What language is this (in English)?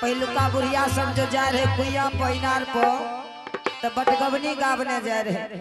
Angika